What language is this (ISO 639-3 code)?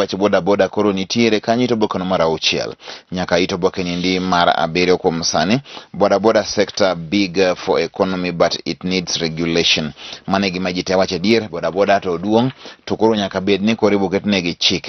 luo